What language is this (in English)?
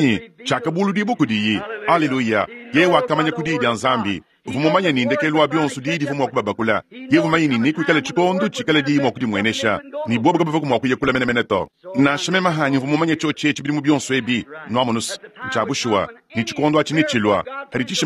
Luba-Lulua